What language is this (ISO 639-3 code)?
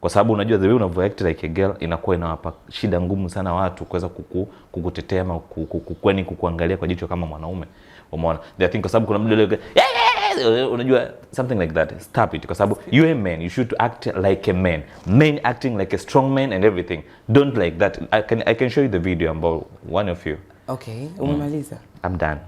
swa